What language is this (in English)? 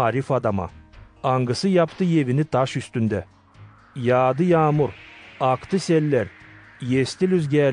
Gagauz